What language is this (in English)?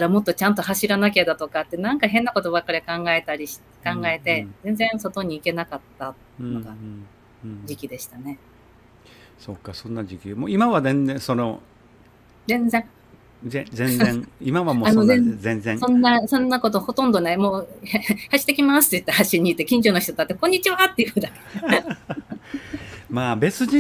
Japanese